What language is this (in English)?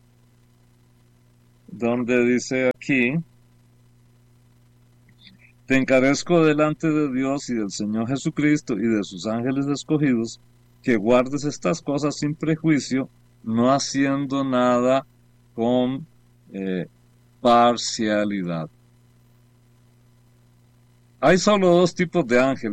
Spanish